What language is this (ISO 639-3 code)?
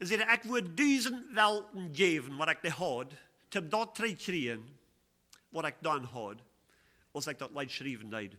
pdt